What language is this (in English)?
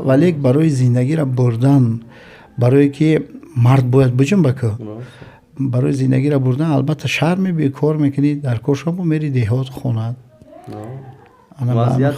Tajik